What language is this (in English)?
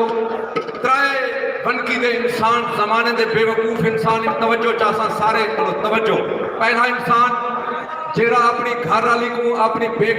Saraiki